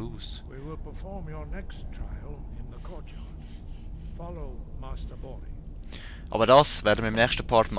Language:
Swiss German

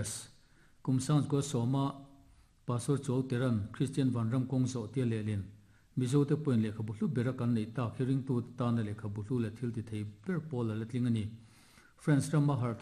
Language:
Mizo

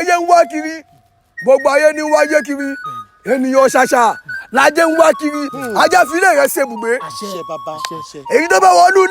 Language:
Yoruba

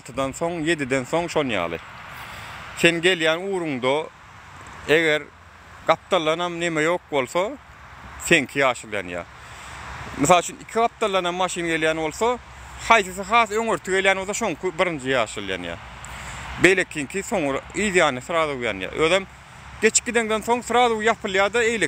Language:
Turkmen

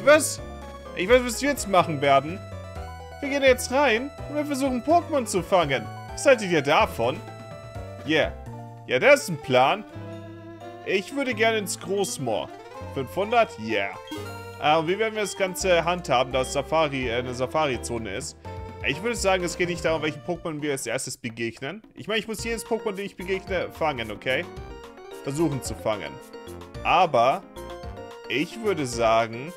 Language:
German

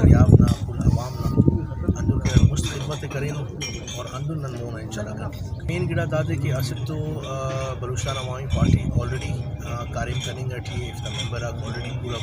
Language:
Brahui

